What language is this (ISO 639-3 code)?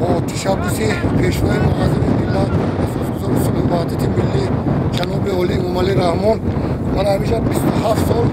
tgk